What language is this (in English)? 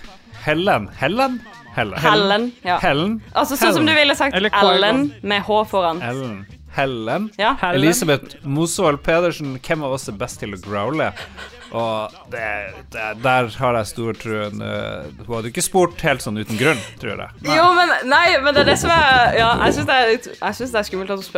Norwegian